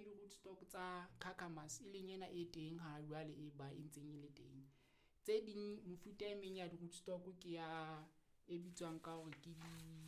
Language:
Southern Sotho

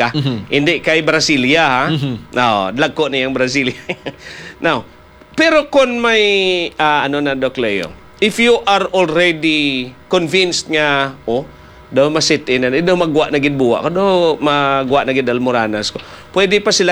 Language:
Hiligaynon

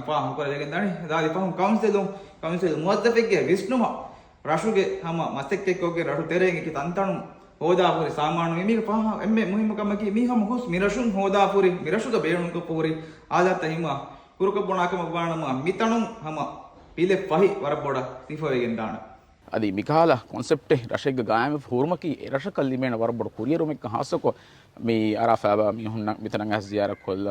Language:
Divehi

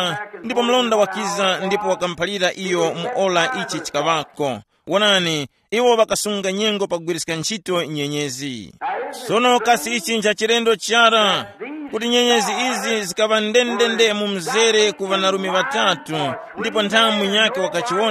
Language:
Tumbuka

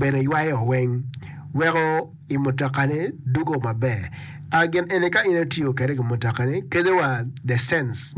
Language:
Acoli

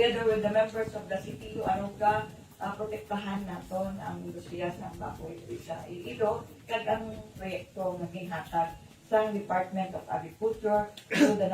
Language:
Hiligaynon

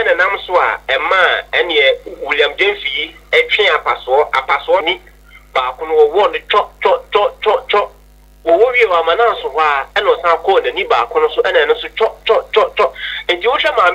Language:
Akan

